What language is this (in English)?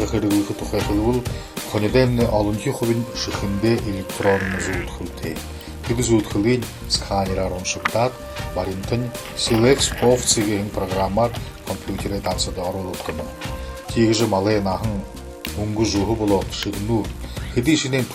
Buriat